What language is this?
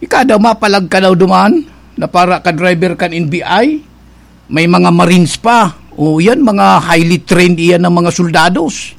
Bikol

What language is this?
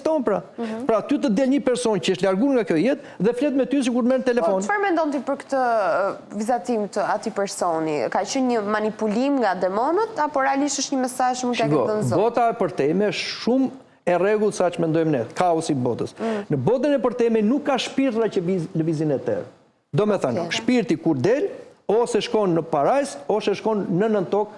Albanian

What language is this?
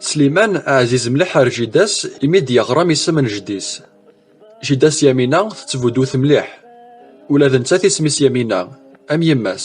Kabyle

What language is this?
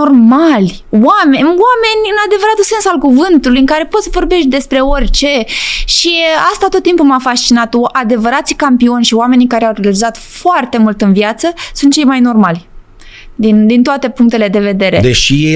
Romanian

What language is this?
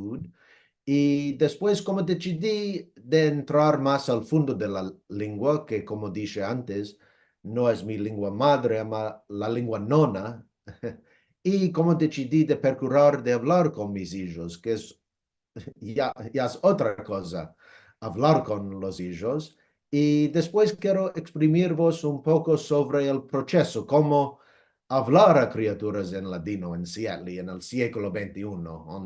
Ladino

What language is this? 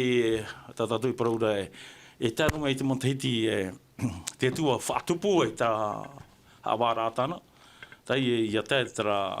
Tahitian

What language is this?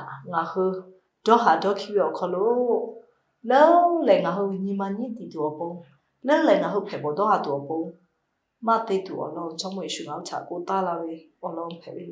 Lahu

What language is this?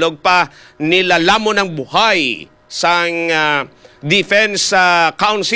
Hiligaynon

